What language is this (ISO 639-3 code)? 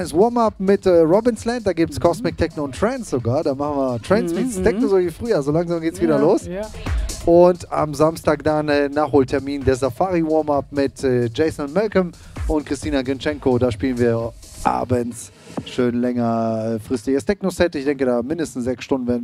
deu